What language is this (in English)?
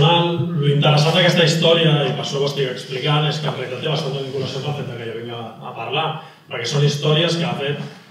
Catalan